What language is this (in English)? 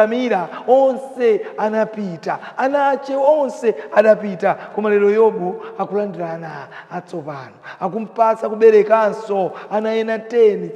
Nyanja